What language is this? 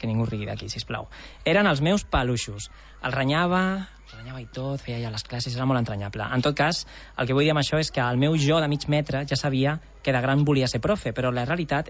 Catalan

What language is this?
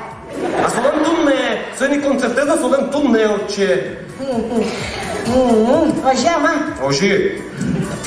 Udmurt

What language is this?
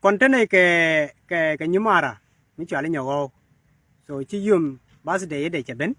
Nuer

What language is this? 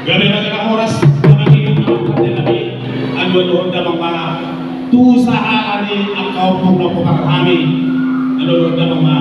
Batak Toba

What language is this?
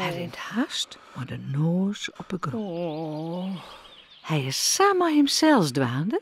Western Frisian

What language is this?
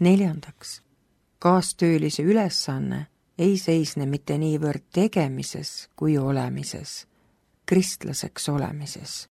Estonian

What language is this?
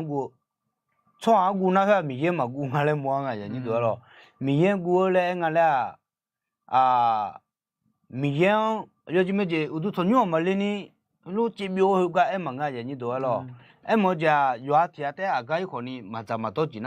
Akha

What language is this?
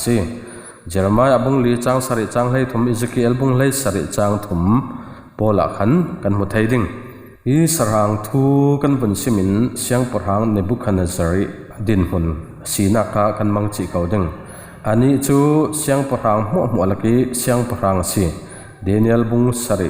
Falam Chin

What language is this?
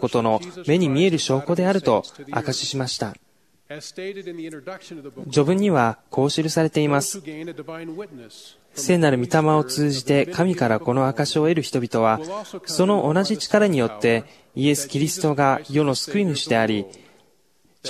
Japanese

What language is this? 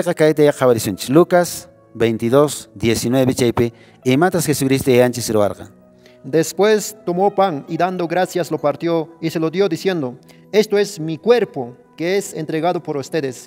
Quechua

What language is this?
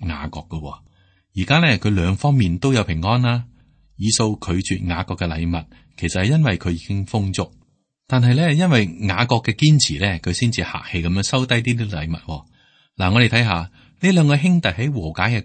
Cantonese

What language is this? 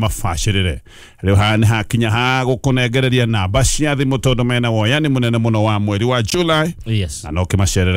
Kikuyu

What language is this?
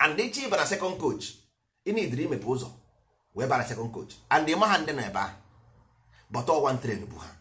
Igbo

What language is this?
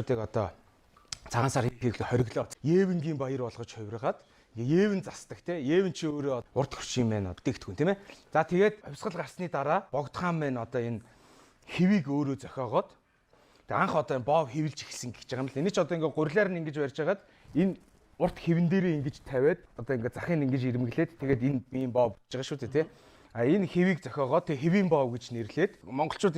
Mongolian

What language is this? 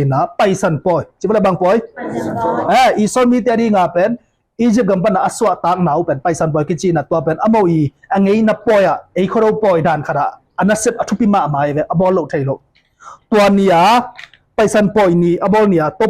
Tedim Chin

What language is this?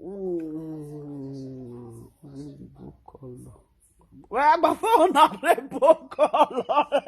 Nigerian Pidgin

